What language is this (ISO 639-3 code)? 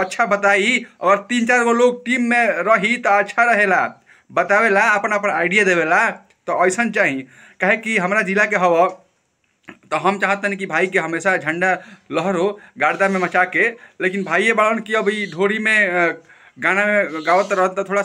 bho